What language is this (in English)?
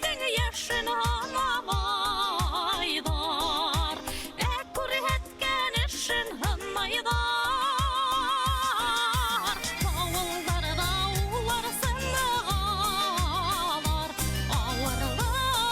Bashkir